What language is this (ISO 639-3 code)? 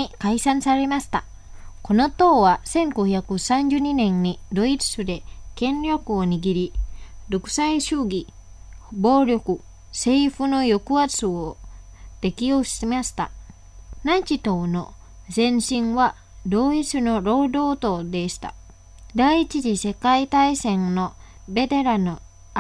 jpn